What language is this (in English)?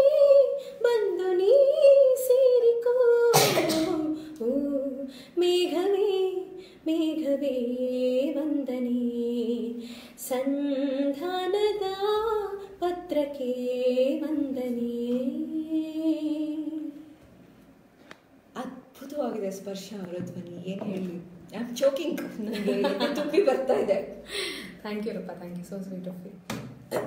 Kannada